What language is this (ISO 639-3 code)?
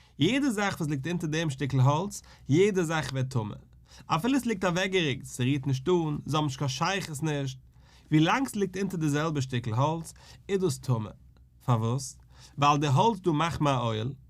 yid